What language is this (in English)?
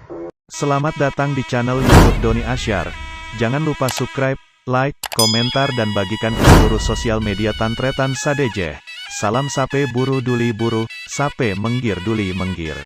Madurese